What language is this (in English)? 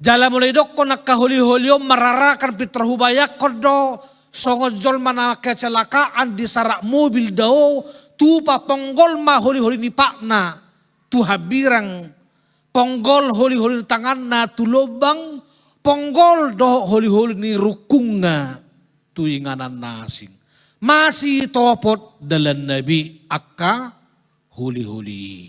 Batak Toba